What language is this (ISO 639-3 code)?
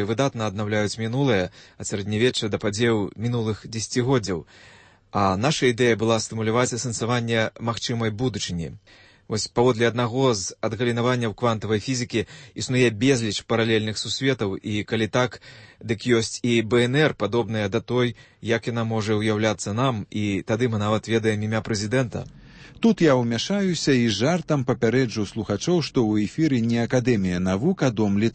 bel